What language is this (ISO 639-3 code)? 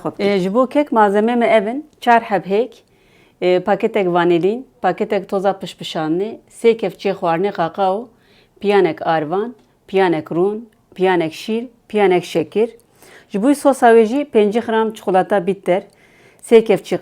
kur